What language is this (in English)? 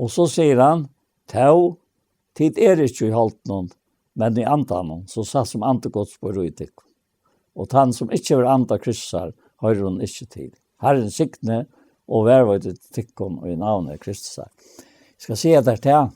Faroese